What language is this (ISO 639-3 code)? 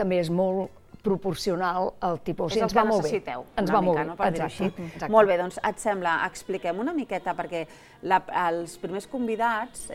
cat